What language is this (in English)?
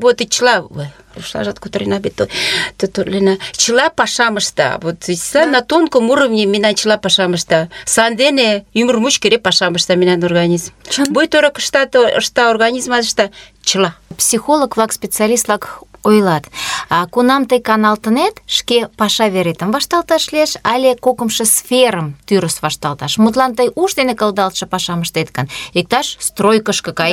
Mari